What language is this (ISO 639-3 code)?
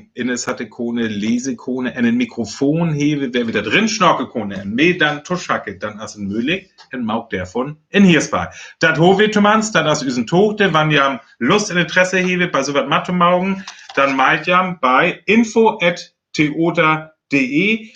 frr